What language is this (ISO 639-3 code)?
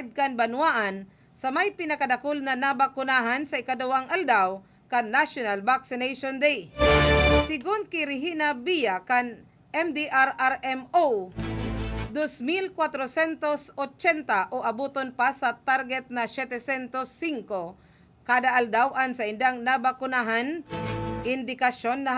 bik